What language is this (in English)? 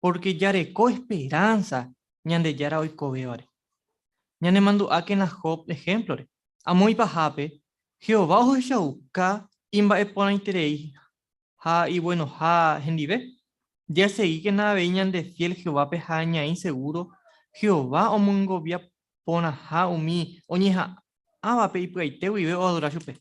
Guarani